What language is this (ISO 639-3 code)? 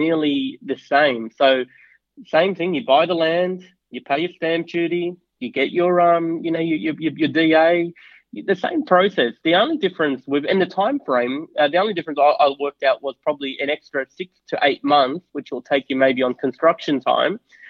eng